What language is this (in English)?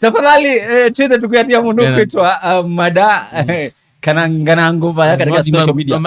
Kamba